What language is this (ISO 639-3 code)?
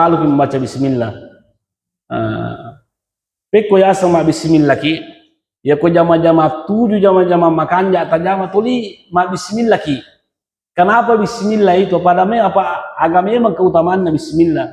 bug